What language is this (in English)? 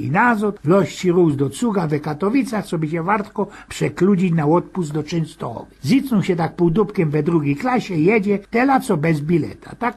Silesian